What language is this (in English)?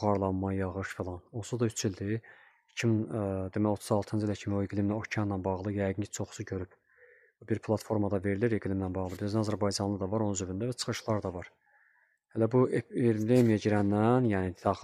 Azerbaijani